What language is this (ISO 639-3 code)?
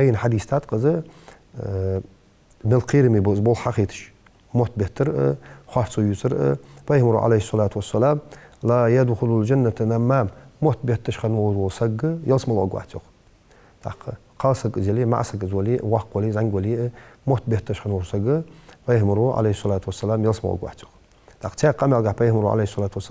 inh